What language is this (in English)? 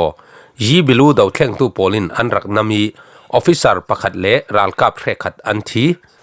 Falam Chin